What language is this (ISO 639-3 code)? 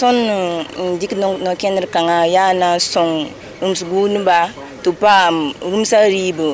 mos